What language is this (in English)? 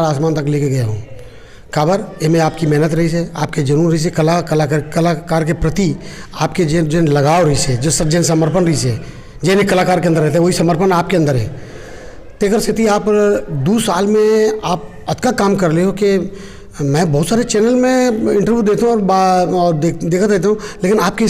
Chhattisgarhi